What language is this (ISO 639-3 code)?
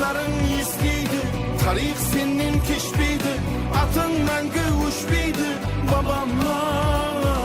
kaa